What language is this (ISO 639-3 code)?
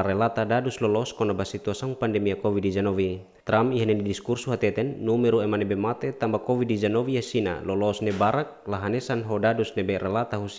tet